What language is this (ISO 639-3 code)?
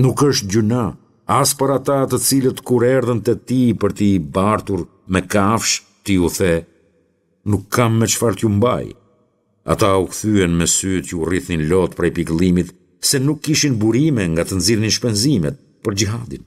sqi